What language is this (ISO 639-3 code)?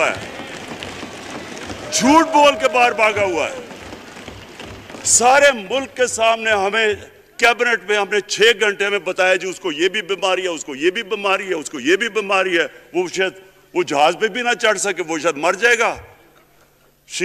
urd